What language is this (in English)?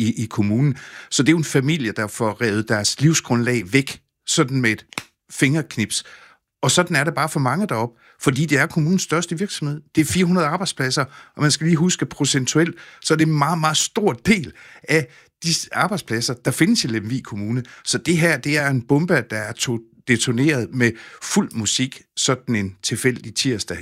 Danish